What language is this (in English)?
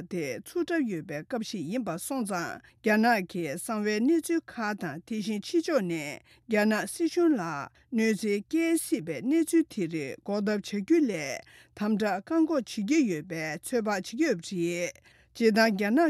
Tibetan